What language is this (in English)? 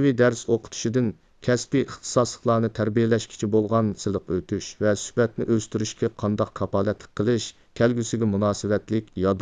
Uyghur